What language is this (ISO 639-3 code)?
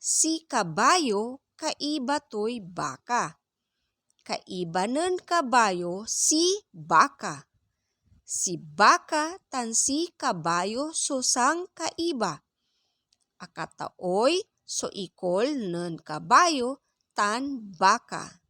pag